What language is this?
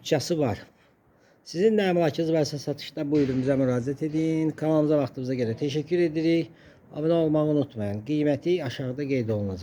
Azerbaijani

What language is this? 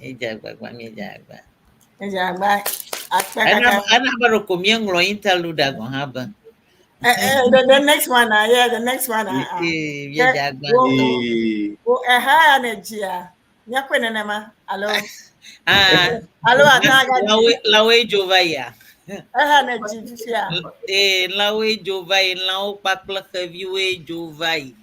Ewe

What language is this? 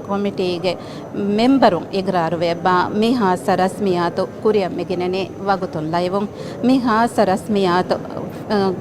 Divehi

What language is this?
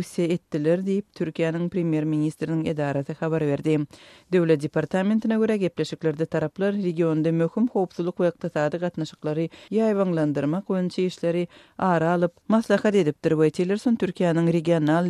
Turkmen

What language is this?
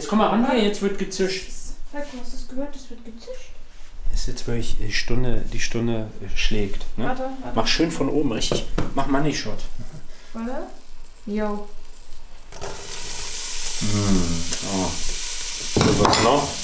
German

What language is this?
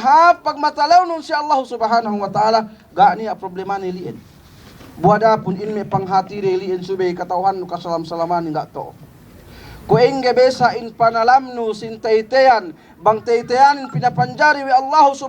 Yakan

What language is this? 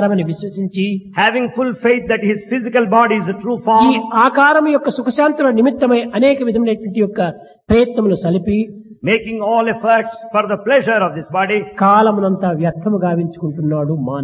Telugu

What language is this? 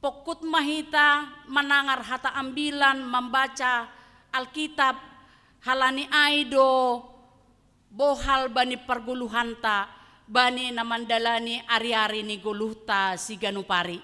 Batak Simalungun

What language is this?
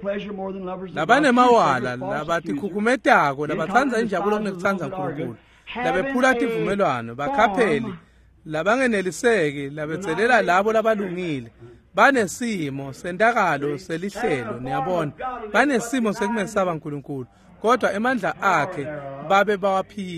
Swati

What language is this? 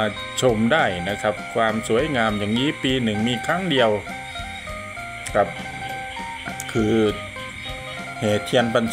Thai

